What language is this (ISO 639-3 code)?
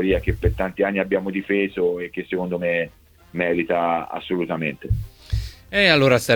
ita